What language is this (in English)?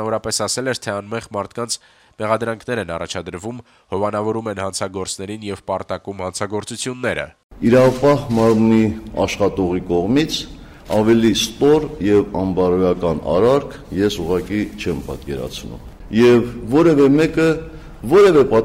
Armenian